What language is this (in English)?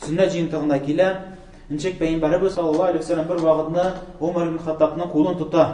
Tatar